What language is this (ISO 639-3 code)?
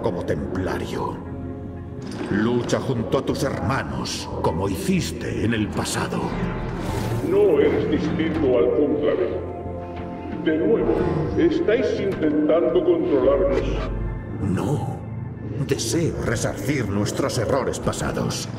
spa